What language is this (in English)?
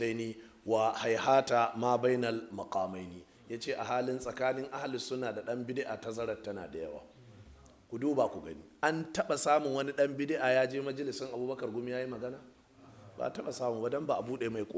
Hausa